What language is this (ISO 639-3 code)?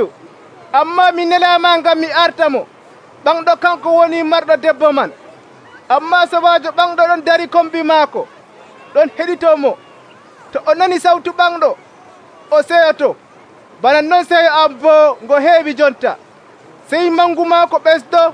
fuv